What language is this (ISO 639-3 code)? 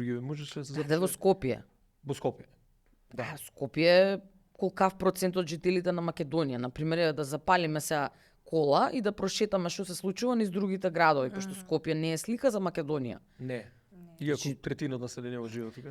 mkd